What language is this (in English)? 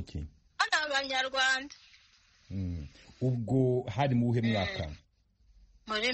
Kinyarwanda